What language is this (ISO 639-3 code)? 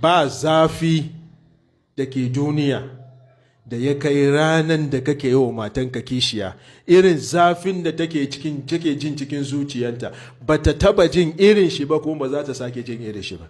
hau